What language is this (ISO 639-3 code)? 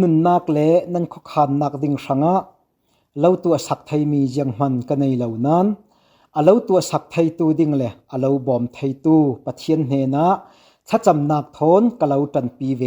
cfm